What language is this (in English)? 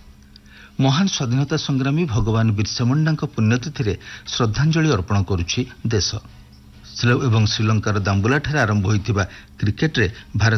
Odia